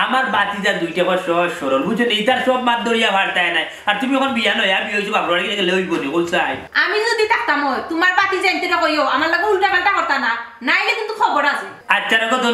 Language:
Sylheti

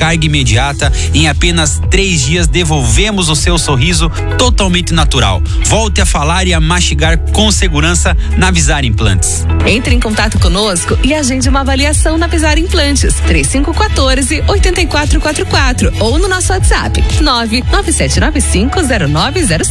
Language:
Portuguese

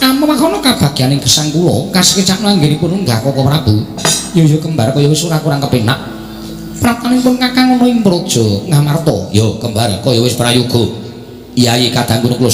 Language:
Javanese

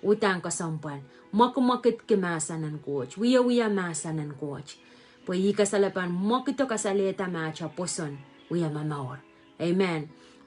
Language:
Pohnpeian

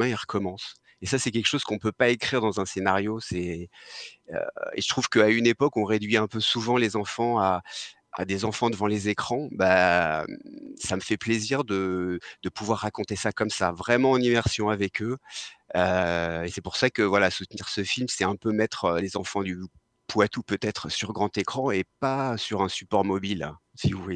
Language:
French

